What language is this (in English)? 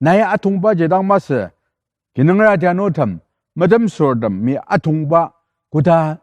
Ao Naga